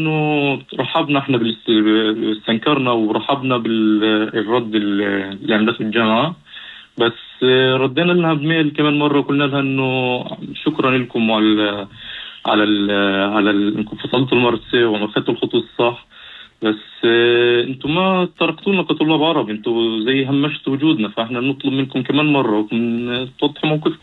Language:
North Levantine Arabic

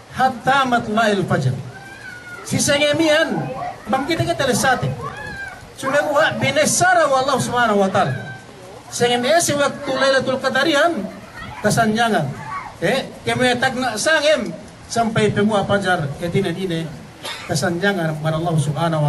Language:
Yakan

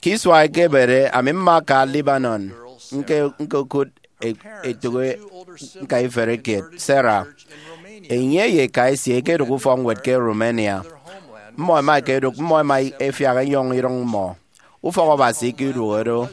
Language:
Efik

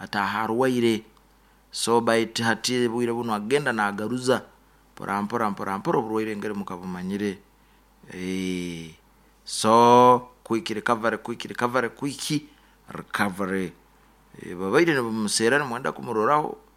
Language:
Nyoro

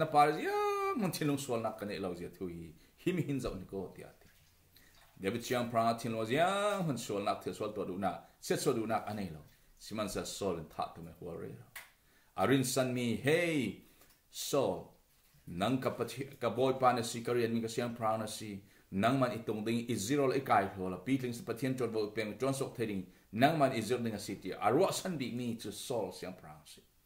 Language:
Falam Chin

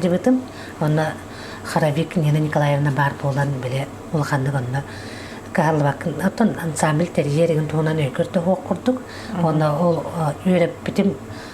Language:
Yakut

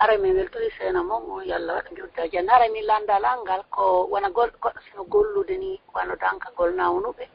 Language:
Fula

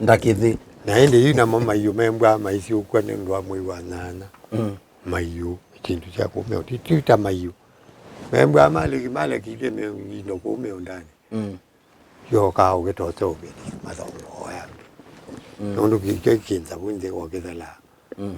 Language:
Kamba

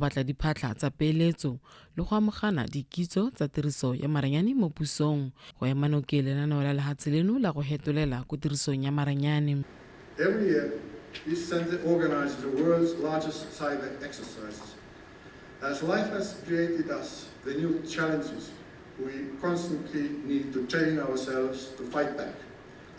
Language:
Tswana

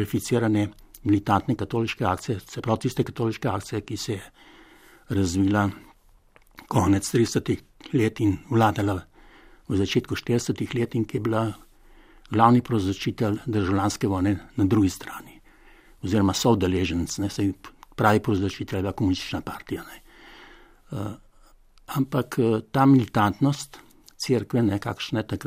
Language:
Slovenian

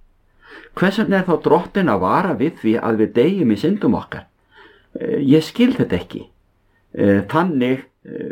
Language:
Icelandic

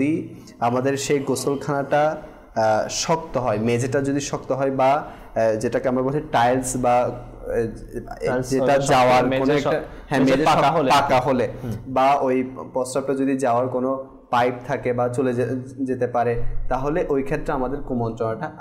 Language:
Bangla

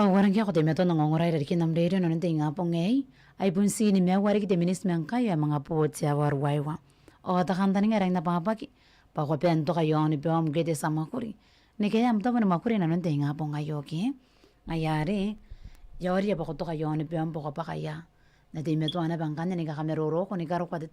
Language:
Gilbertese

